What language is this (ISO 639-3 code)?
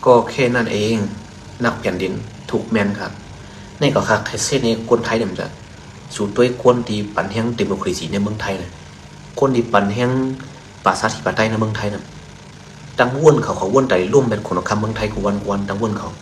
shn